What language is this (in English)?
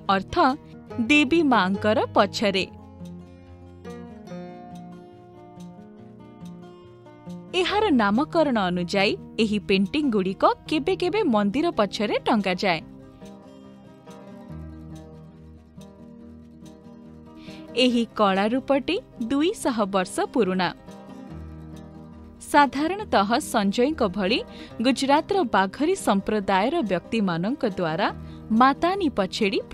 Odia